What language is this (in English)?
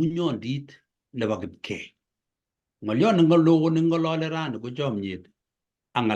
Kalenjin